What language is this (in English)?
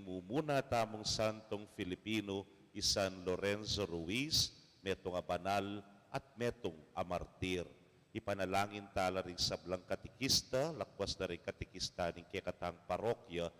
Pampanga